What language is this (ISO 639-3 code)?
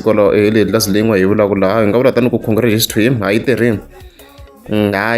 tso